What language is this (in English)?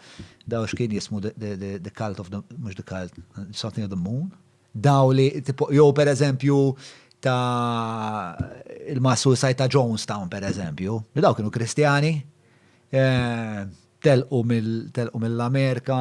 Maltese